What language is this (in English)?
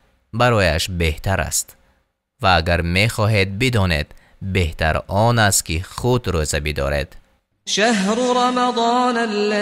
Tajik